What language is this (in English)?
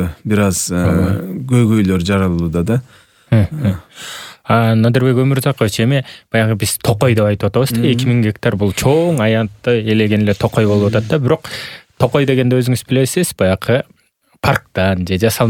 Kyrgyz